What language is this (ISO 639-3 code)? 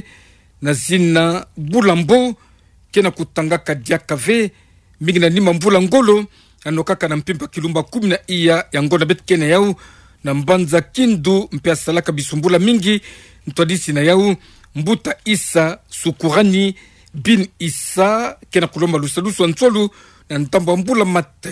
ktu